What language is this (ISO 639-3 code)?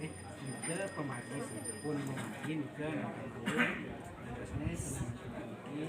ban